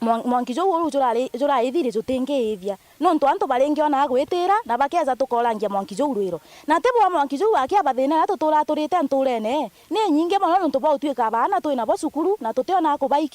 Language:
Meru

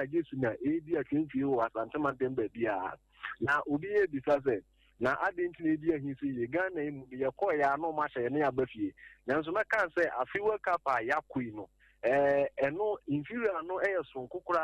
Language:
Akan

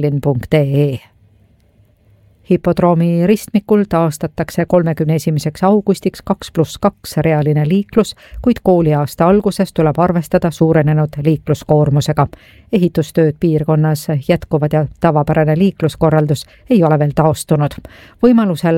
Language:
Estonian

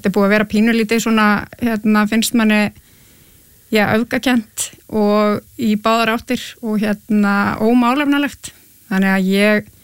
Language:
Icelandic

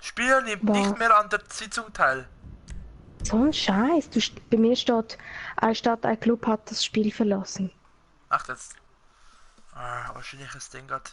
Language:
Swiss German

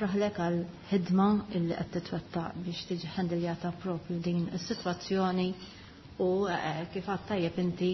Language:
Maltese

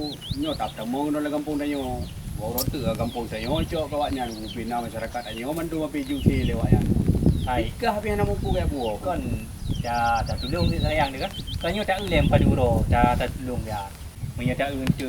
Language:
Achinese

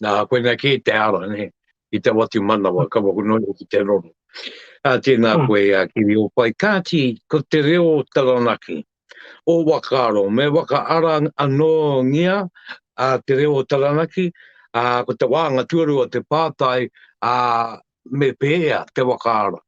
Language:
Māori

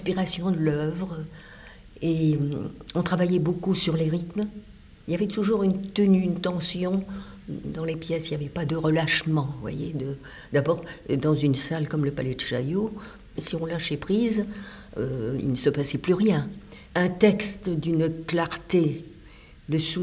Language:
French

